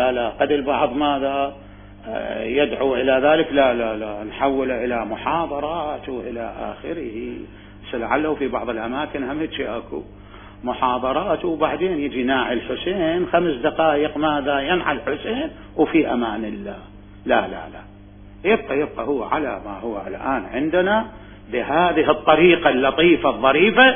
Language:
Mesopotamian Arabic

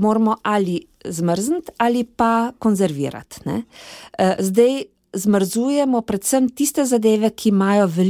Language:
Slovenian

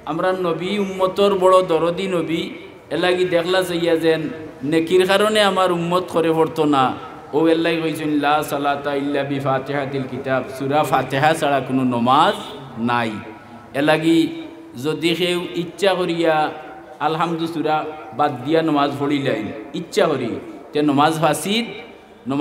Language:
Sylheti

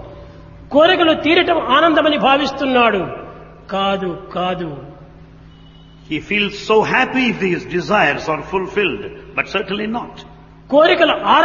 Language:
Telugu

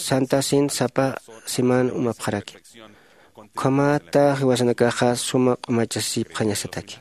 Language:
Aymara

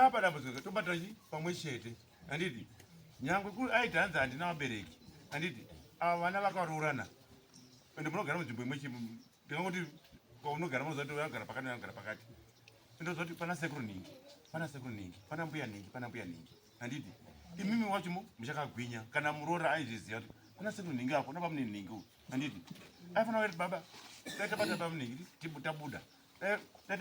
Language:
Shona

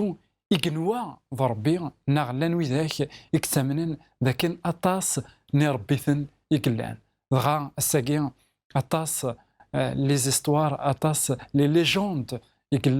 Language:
Kabyle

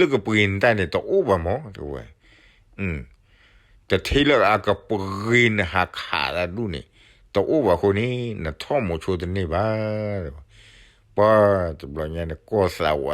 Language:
S'gaw Karen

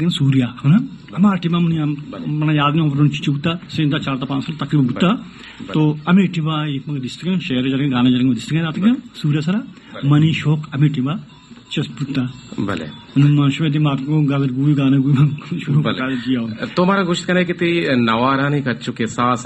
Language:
Baluchi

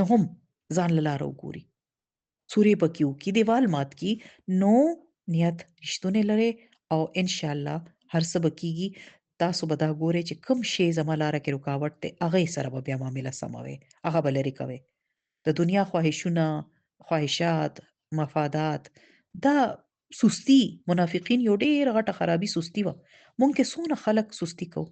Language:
Pashto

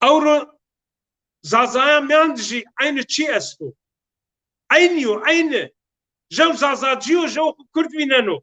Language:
Zaza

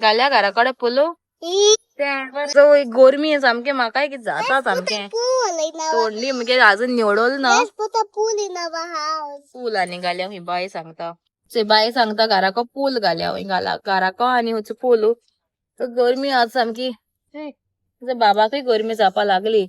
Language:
Konkani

